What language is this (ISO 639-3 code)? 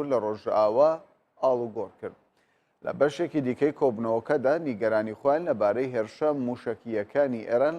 ckb